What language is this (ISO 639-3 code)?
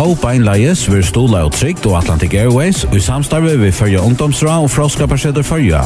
fao